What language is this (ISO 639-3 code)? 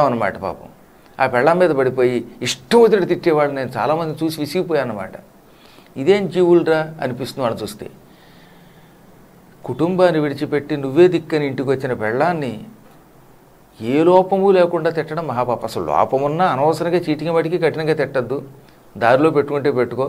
tel